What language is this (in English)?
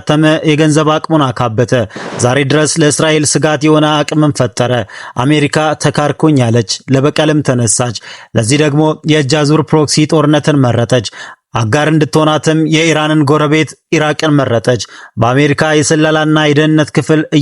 Amharic